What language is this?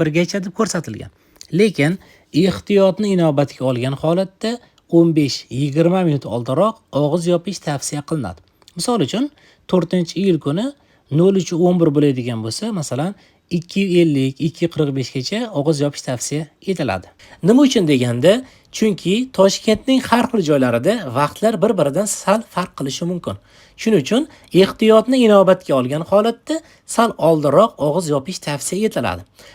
Uzbek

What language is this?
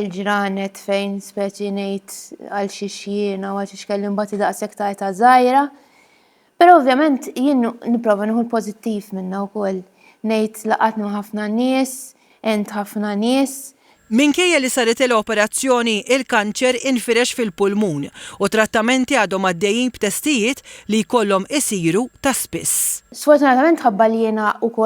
Maltese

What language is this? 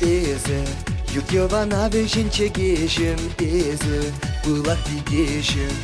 Chuvash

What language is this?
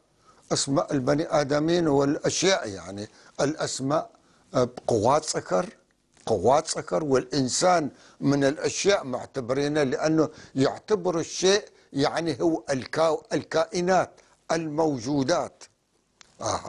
North Levantine Arabic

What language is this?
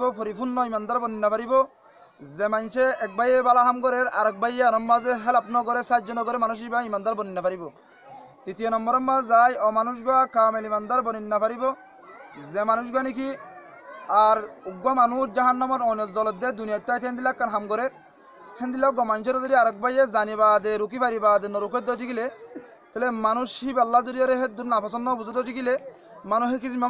Rohingya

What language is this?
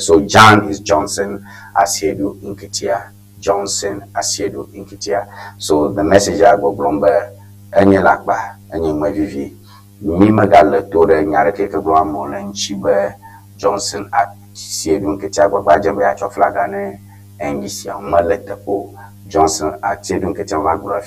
Ewe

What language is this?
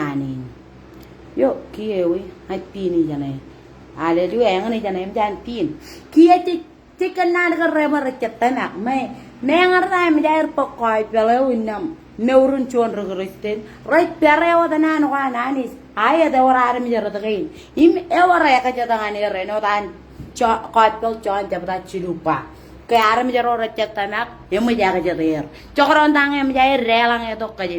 Marshallese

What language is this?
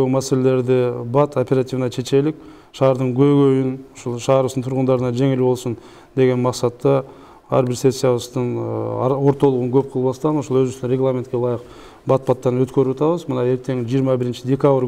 Kyrgyz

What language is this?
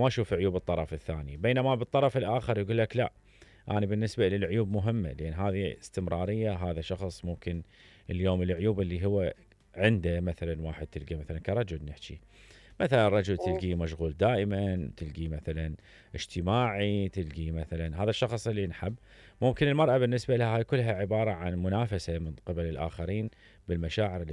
Mesopotamian Arabic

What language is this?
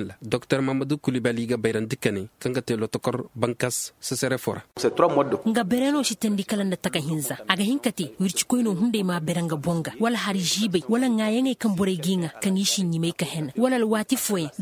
Zarma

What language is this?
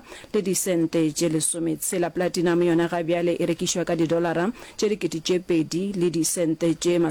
Northern Sotho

